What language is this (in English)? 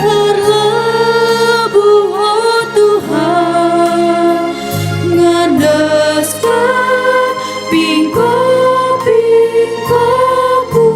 Batak Karo